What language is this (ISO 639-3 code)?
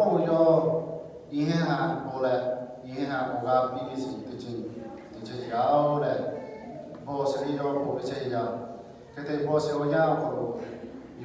lhu